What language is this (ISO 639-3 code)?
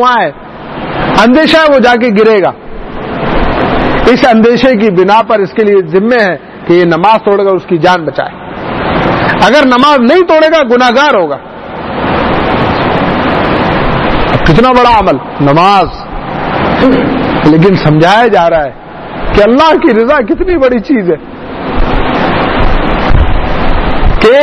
urd